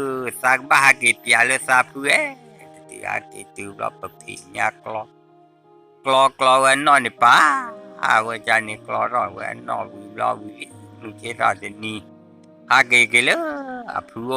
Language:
S'gaw Karen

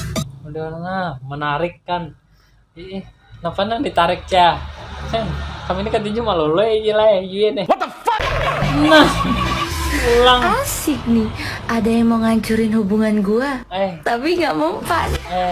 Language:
Banjar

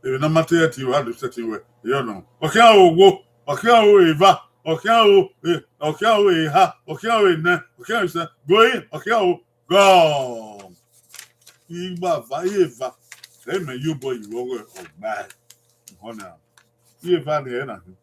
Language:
Bini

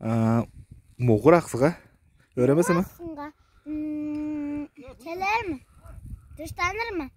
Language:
Tuvinian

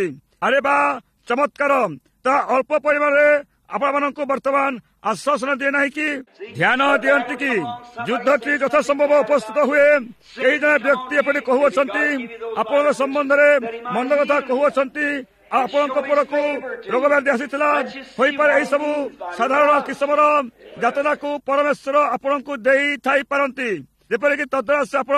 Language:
Odia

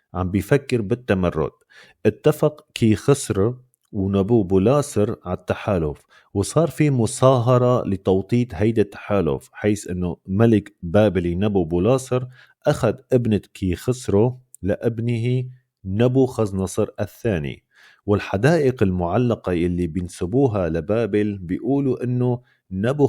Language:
North Levantine Arabic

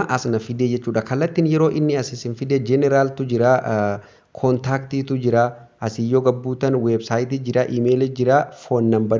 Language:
Oromo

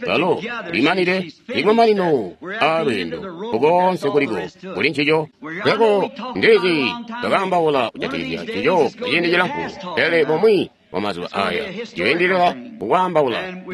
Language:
Tonga (Zambia)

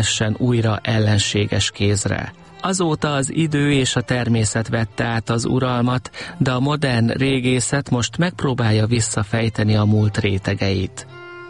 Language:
Hungarian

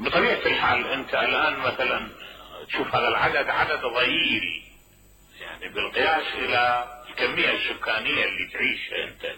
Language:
Mesopotamian Arabic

